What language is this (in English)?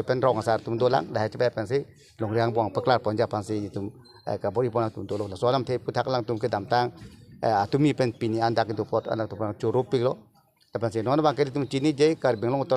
Karbi